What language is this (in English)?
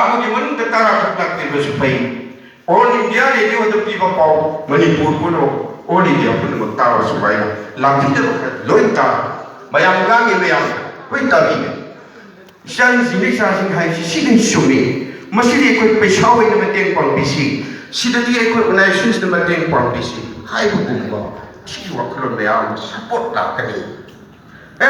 Manipuri